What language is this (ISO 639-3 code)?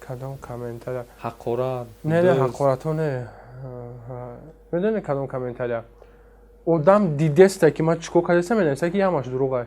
tgk